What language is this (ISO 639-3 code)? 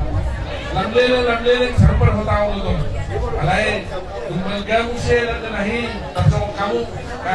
bbc